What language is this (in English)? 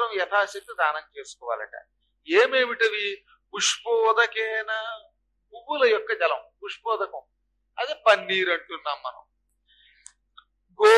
Telugu